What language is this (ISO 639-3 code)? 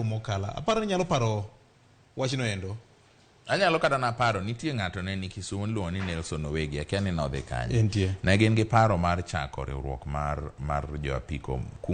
luo